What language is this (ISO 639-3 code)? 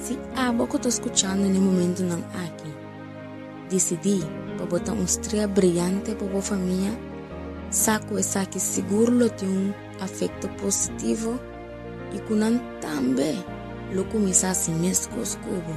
pap